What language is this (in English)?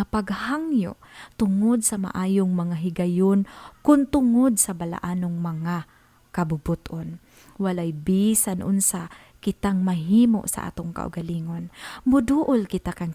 Cebuano